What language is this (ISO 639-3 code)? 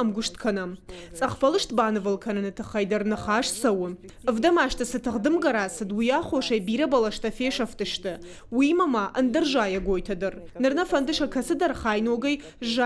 oss